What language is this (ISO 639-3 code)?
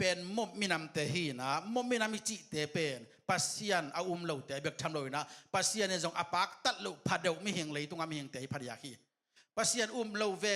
ctd